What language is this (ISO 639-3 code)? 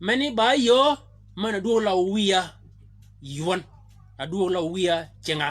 shk